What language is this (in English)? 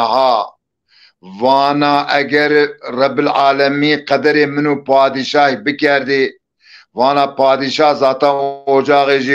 Zaza